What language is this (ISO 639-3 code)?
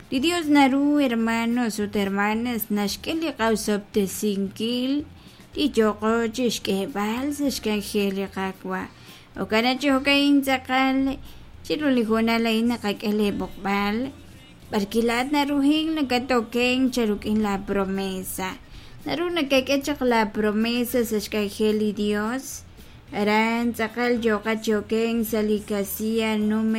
kek